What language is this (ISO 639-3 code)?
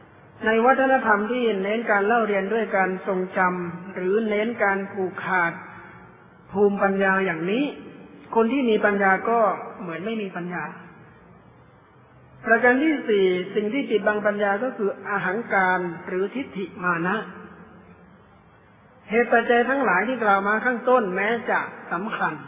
tha